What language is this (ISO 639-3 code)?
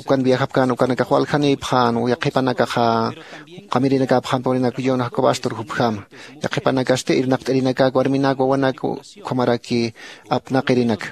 aym